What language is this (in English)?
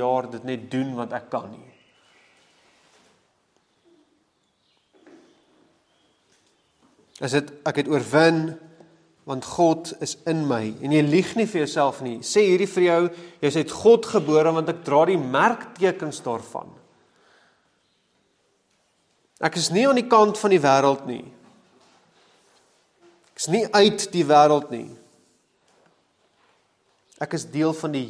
Afrikaans